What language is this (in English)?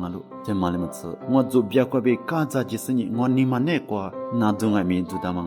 Lisu